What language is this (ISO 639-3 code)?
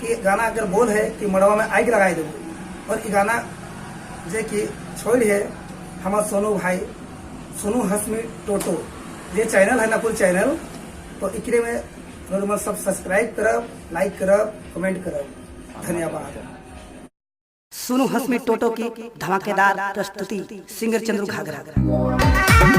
sck